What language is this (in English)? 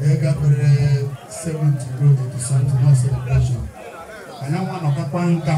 Igbo